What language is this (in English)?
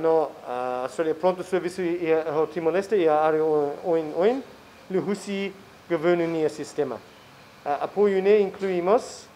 Tetum